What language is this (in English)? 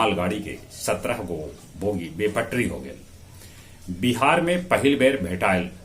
Magahi